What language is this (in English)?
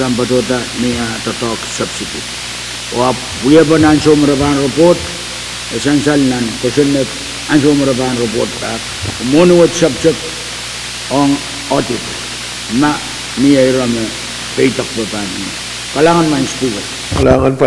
Pohnpeian